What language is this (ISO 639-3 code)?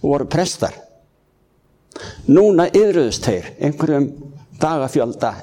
isl